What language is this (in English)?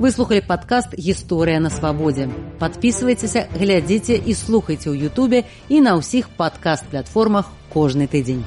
Belarusian